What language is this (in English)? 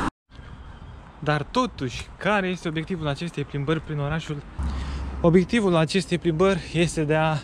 Romanian